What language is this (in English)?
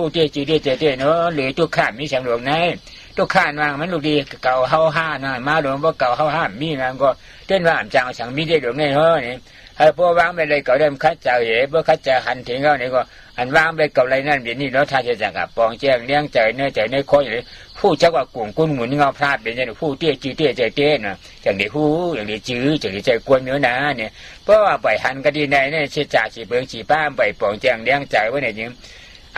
Shan